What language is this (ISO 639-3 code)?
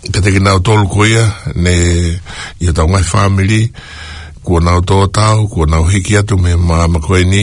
ton